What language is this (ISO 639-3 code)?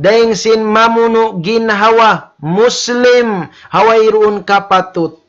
tsg